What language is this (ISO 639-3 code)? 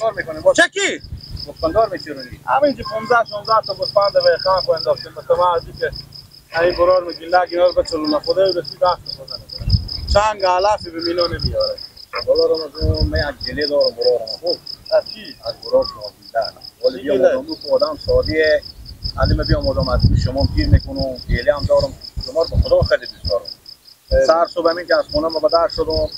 fas